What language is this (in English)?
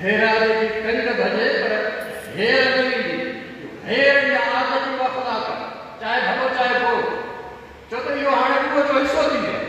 Sindhi